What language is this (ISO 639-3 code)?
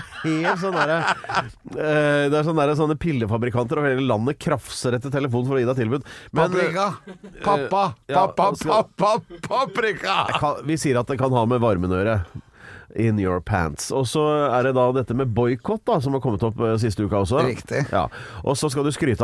nor